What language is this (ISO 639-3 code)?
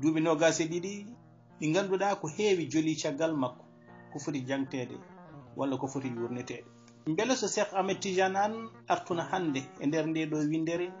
ful